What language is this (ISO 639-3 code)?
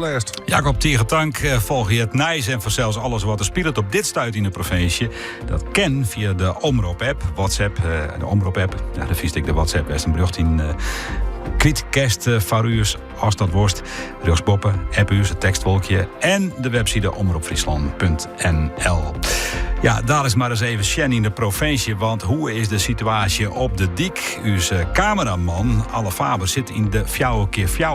fry